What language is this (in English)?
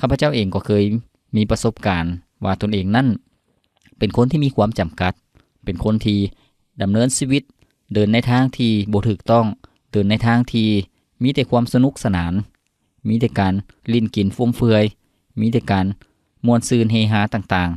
Lao